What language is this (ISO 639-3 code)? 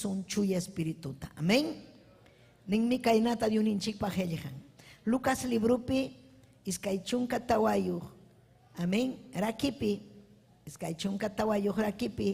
quy